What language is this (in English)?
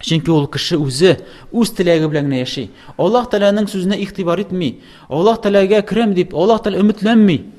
Tatar